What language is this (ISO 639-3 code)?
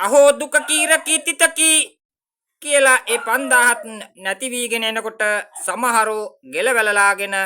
sin